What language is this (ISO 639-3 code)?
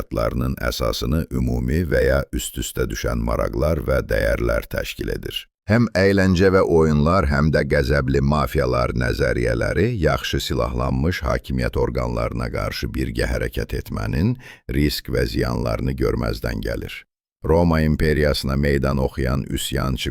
azb